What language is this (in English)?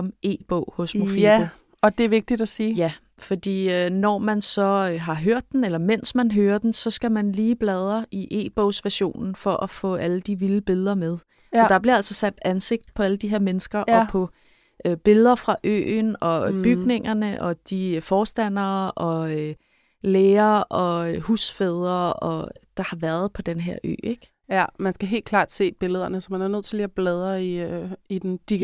Danish